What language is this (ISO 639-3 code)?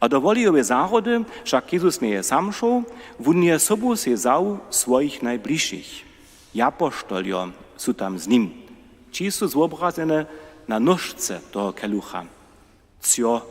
hsb